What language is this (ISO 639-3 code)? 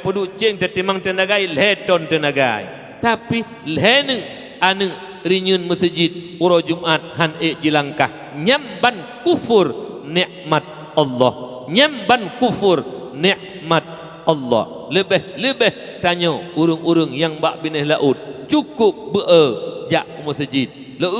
ace